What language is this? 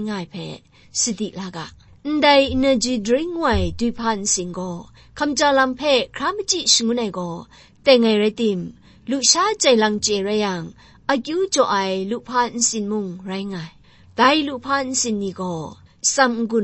Kachin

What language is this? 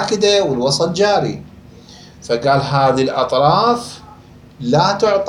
Mesopotamian Arabic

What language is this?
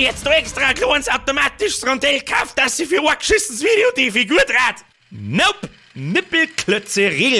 Bavarian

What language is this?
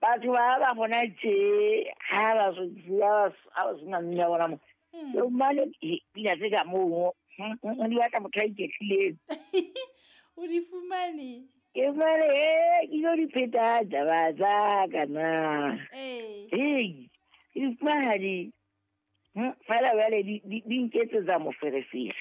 Southern Sotho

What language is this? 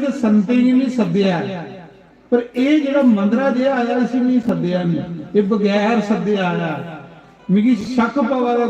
Dogri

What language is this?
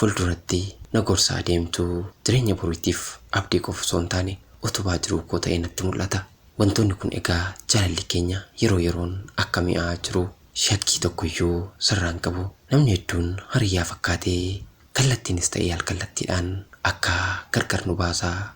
Oromo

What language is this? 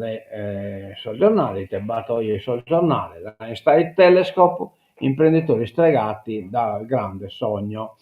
Sardinian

